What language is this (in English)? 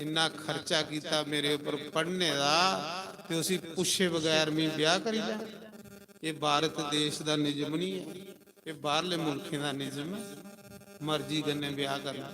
Dogri